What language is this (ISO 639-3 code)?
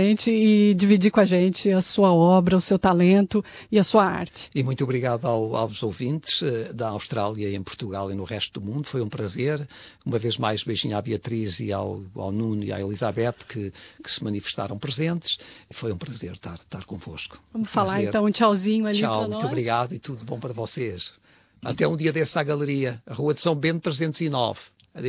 por